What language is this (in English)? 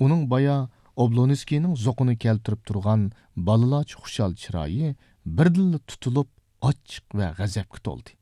Uyghur